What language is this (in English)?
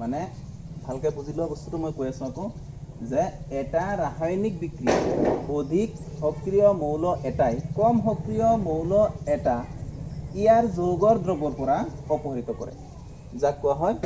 Assamese